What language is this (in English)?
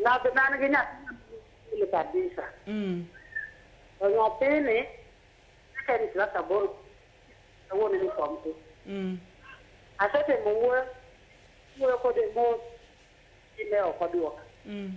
Luo (Kenya and Tanzania)